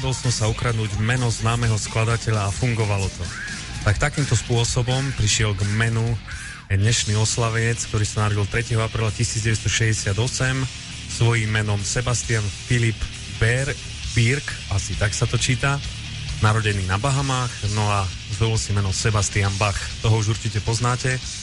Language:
Slovak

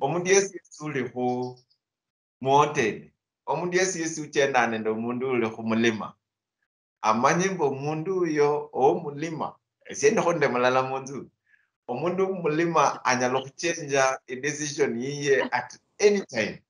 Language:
Luyia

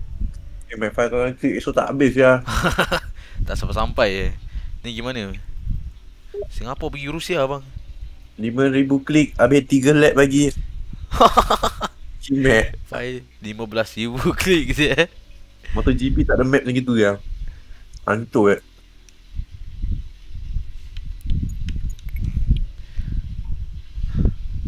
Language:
Malay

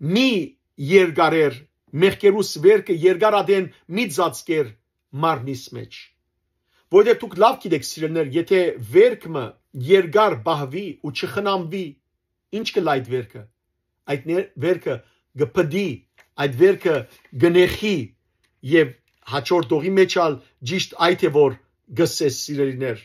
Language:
Western Armenian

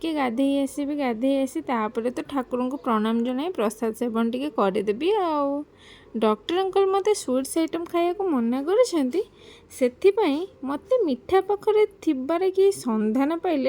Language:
Odia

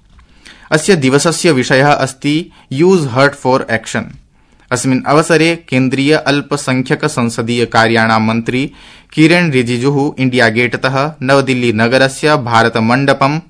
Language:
Sanskrit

